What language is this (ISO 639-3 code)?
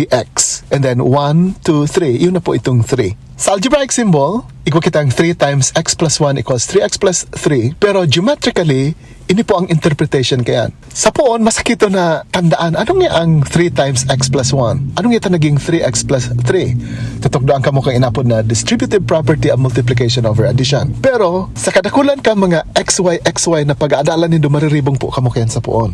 bik